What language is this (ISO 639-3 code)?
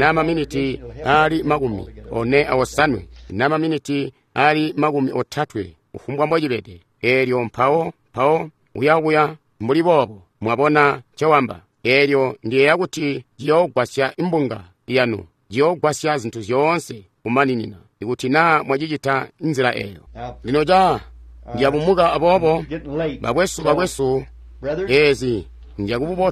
toi